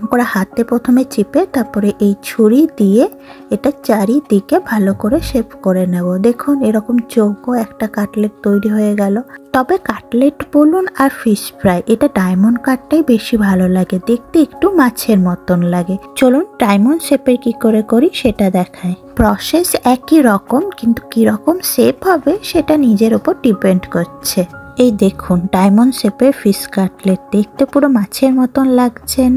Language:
Bangla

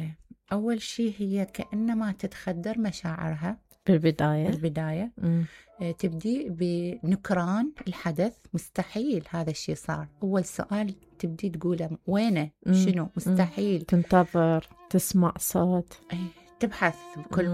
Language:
Mesopotamian Arabic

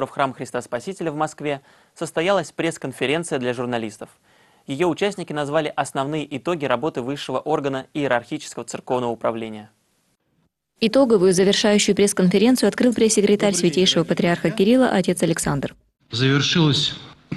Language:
Russian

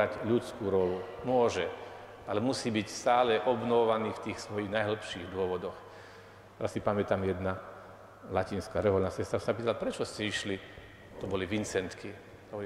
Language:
Slovak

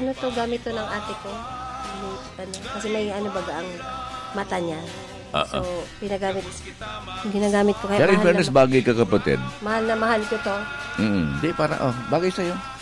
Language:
Filipino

